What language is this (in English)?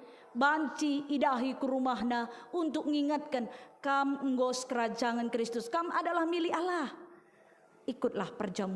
Batak Karo